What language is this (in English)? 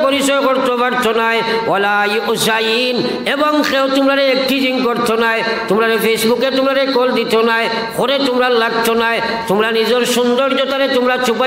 Sylheti